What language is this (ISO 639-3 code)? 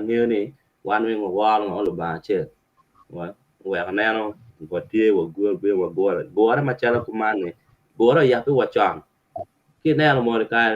ach